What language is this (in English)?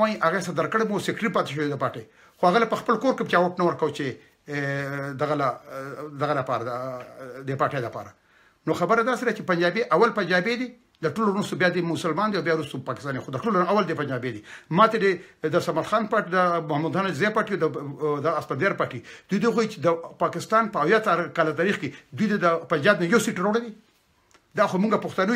Pashto